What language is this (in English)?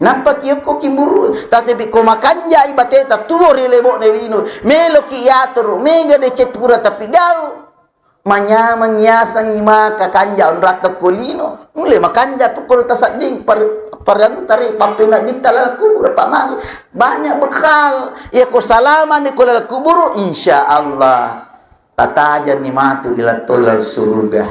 Buginese